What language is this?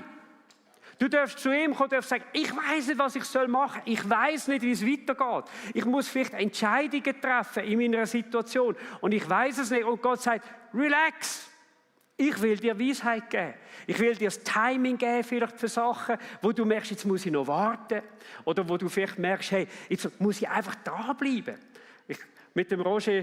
Swiss German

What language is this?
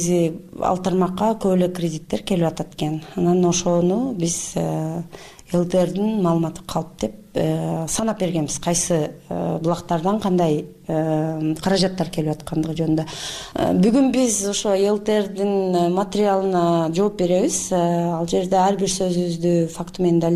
Kyrgyz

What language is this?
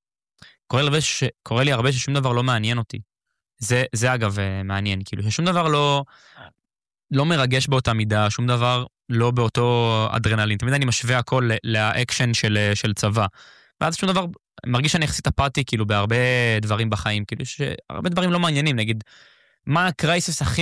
Hebrew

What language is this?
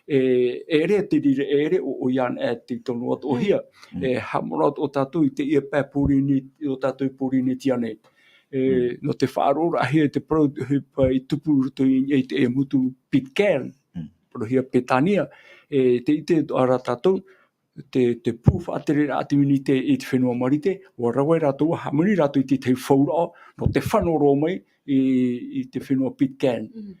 Tahitian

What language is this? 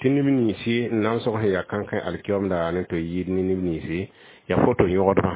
Mossi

